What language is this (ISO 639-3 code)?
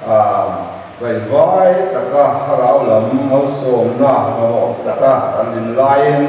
lus